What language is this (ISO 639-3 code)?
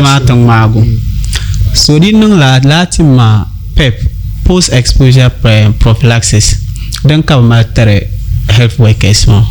dag